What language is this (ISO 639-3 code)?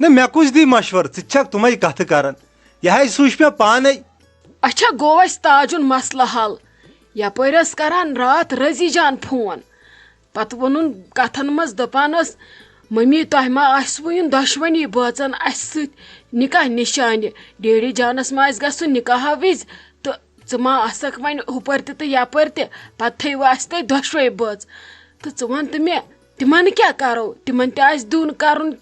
kas